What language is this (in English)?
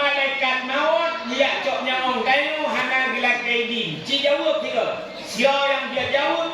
Achinese